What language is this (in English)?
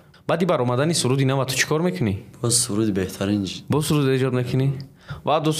Tajik